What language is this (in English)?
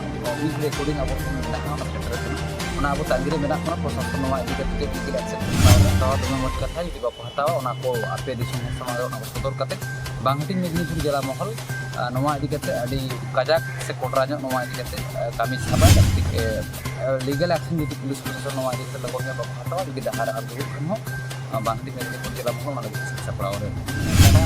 Santali